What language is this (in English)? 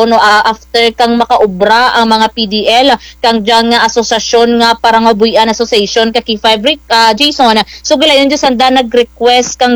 Kinaray-a